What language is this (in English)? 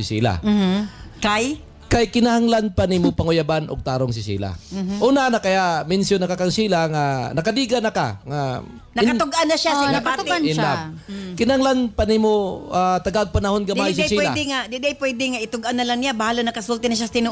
Cebuano